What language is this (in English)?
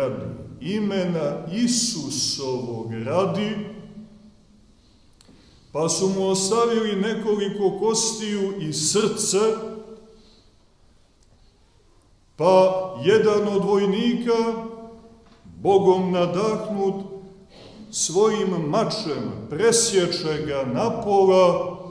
Serbian